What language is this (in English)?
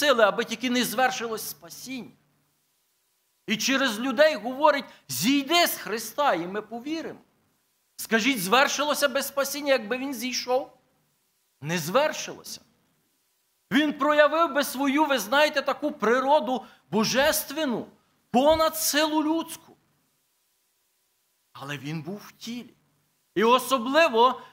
Ukrainian